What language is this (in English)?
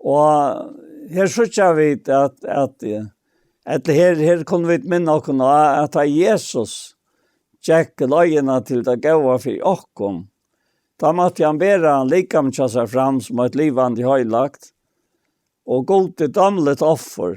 Faroese